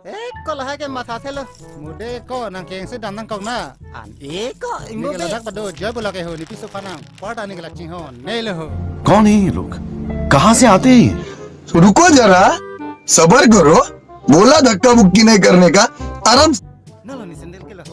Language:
Karbi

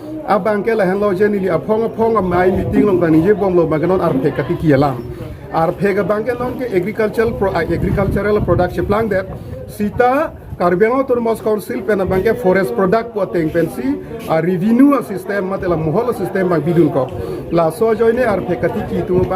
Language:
Karbi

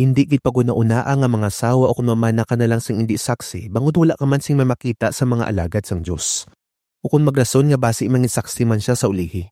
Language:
Hiligaynon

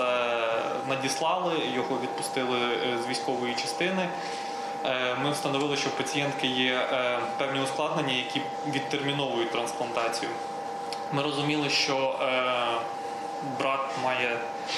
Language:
Ukrainian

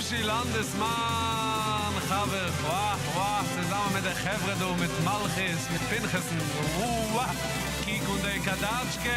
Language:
Yiddish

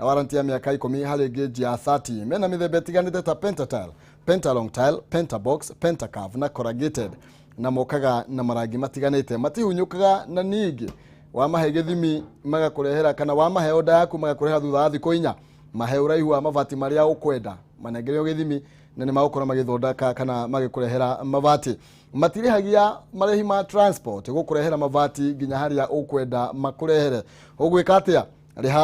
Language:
Kikuyu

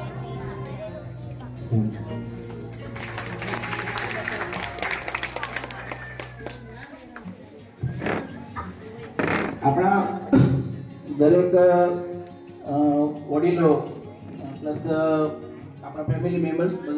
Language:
Gujarati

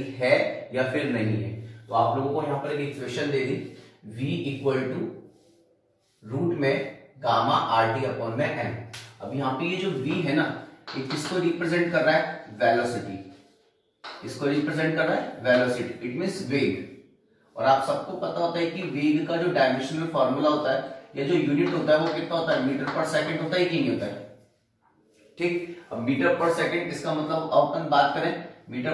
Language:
Hindi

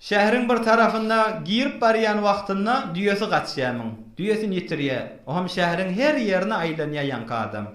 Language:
Turkmen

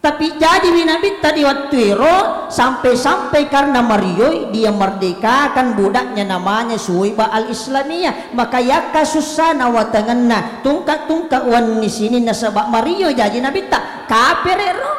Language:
Buginese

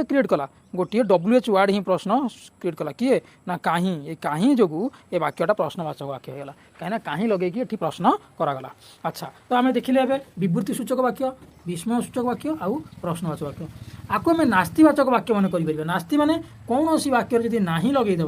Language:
Odia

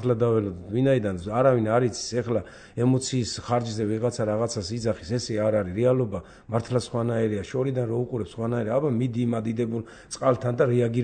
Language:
Georgian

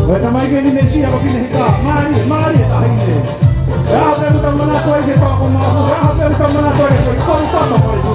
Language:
Tongan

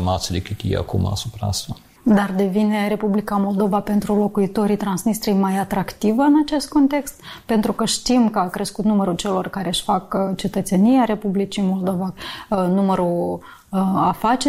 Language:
Romanian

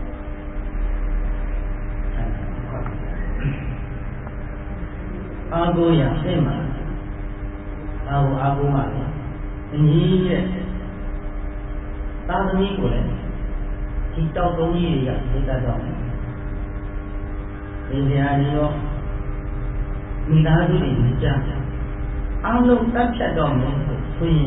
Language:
Burmese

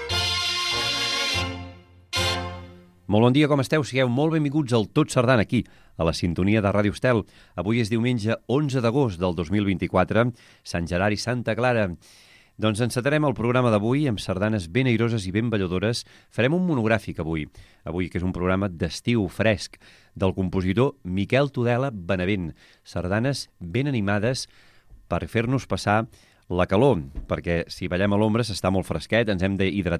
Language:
Catalan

